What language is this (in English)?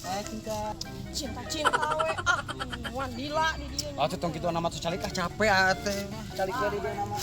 Sundanese